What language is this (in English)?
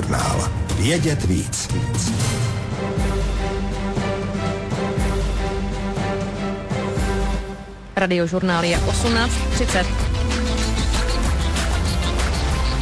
Czech